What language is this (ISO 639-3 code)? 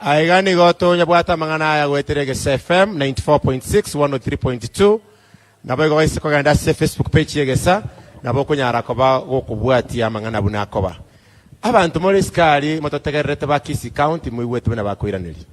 guz